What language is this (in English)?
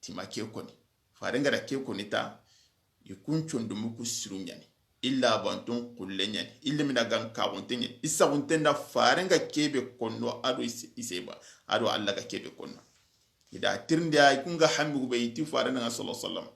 Soninke